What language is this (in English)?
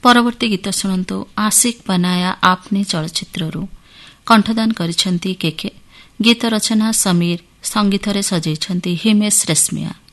Odia